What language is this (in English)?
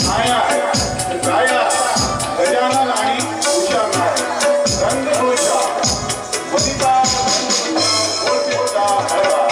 Konkani